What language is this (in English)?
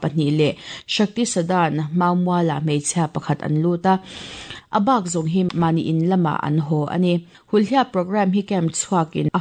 Mizo